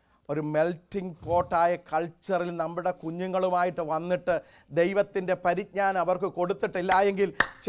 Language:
Malayalam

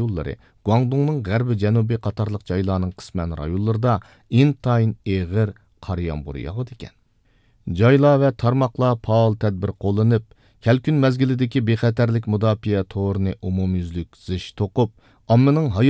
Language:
Uyghur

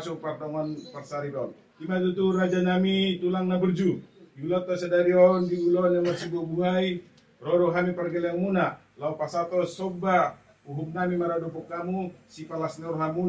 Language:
Batak Toba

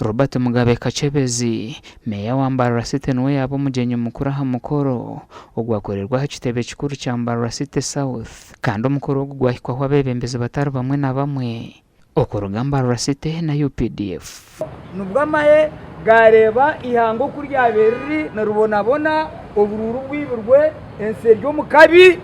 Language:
Nyankole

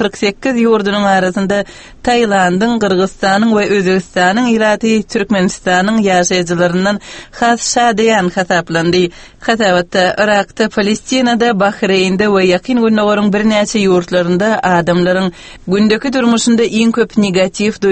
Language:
Turkmen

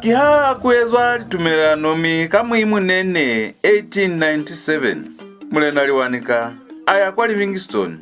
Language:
Lozi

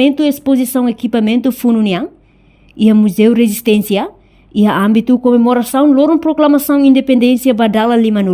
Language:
Tetum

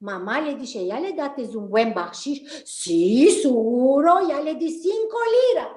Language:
Ladino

